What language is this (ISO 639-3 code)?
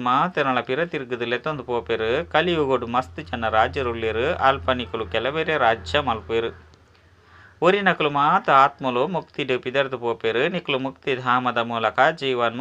tcy